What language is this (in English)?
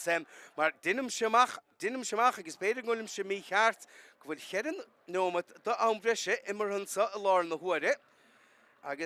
Irish